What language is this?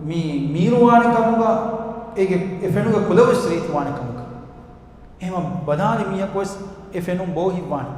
Divehi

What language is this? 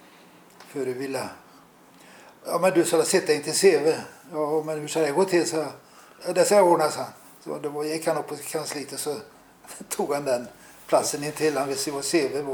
Swedish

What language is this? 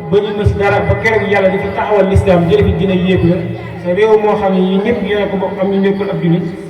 Wolof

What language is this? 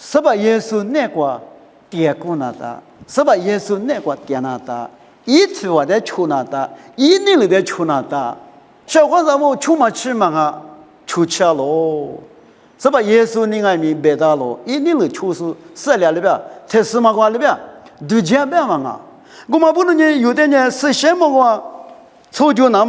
Lisu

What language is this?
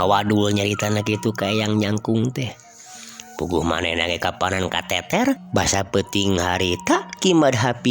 Sundanese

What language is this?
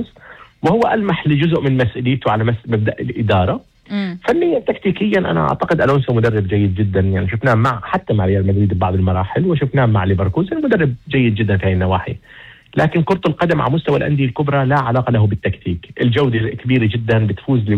North Levantine Arabic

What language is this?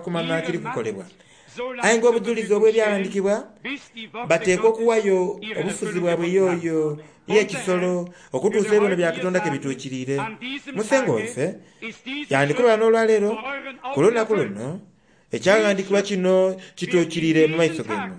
Soga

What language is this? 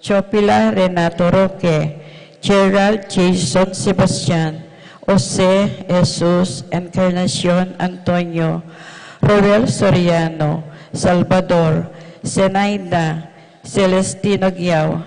Pampanga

